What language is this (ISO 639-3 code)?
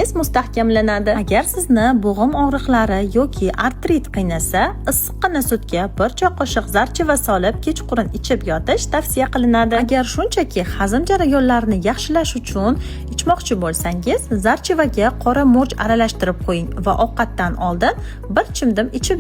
uzb